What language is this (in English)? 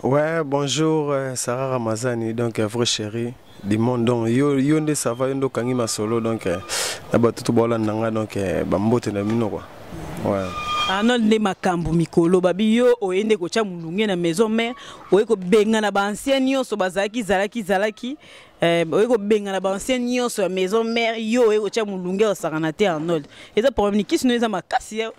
Lingala